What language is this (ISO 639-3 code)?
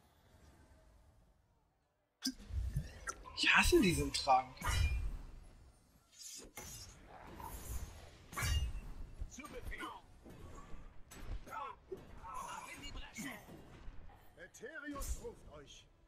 deu